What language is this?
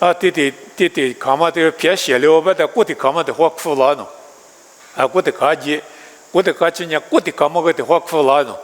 Lisu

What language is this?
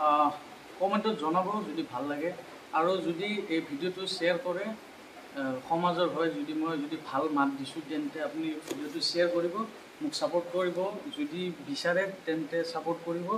Assamese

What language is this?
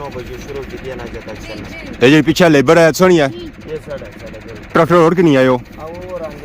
Pahari-Potwari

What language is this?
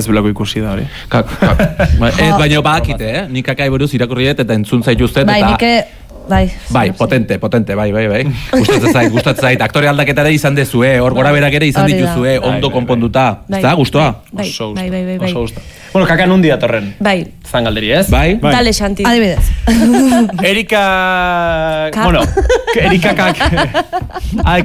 Basque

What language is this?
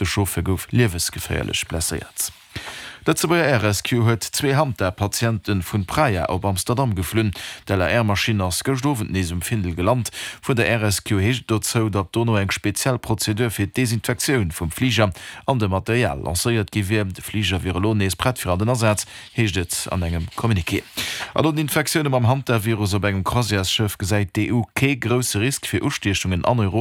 Luxembourgish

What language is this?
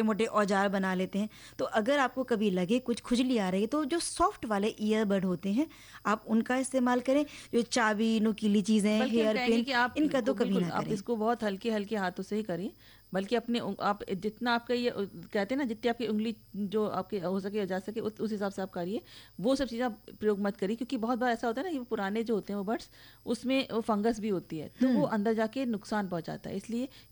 Hindi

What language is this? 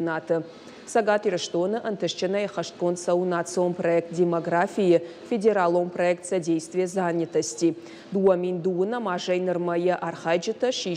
Ossetic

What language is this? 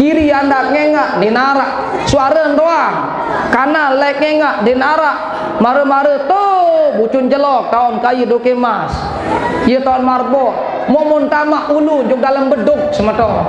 Sasak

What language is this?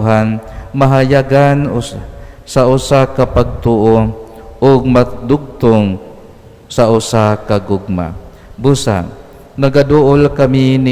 Cebuano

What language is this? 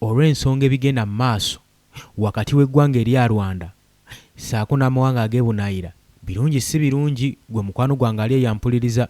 Ganda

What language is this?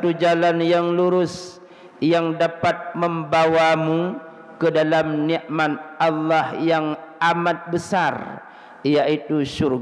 Achinese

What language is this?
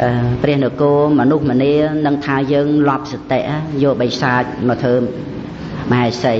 Khmer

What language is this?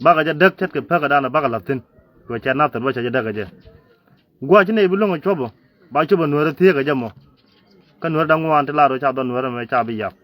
Nuer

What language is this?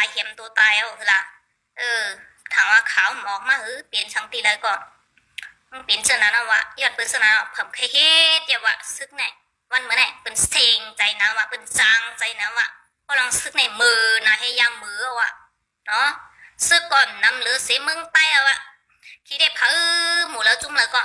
Shan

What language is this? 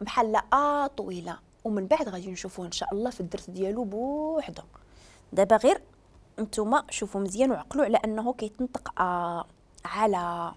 Moroccan Arabic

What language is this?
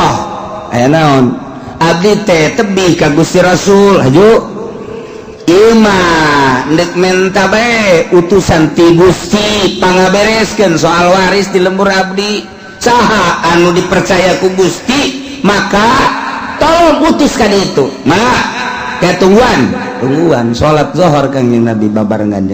Sundanese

